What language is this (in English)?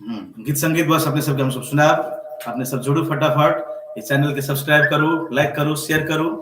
Maithili